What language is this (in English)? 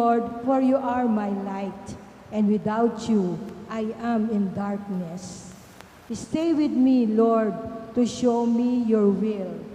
Pampanga